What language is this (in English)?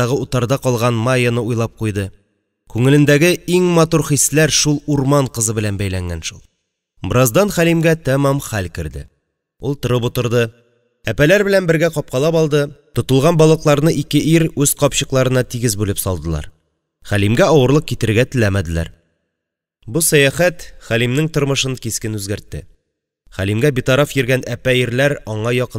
Tatar